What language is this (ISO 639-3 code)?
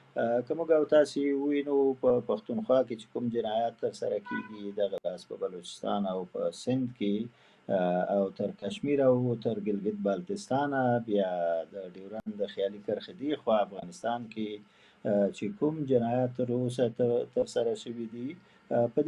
pus